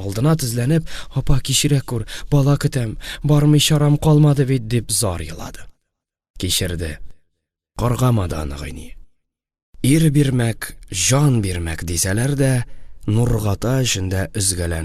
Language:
Tatar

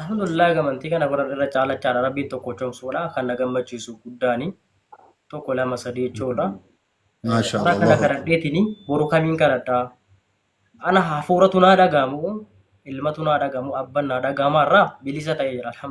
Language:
Oromo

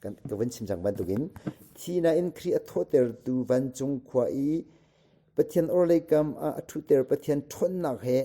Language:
Hakha Chin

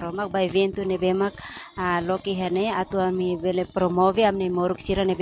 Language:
Tetum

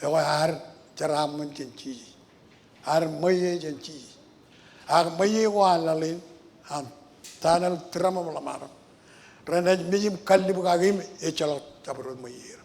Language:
Marshallese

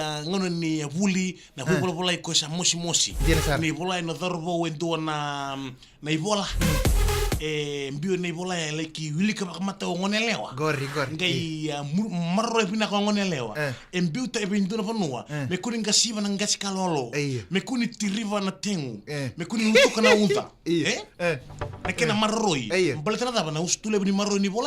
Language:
Fijian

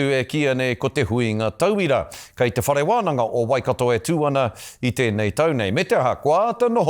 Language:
Māori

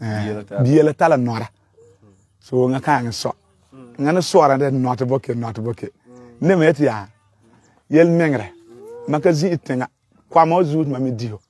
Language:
Frafra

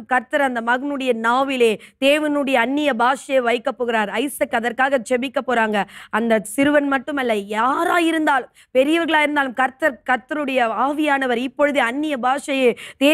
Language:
Tamil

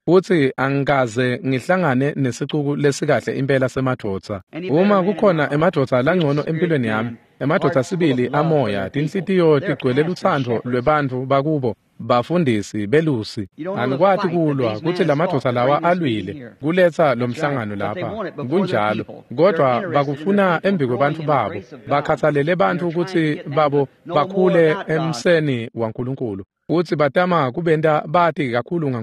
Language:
Swati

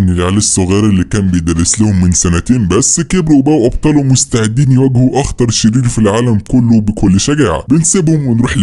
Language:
Egyptian Arabic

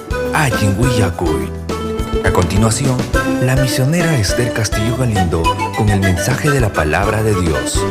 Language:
Ayacucho Quechua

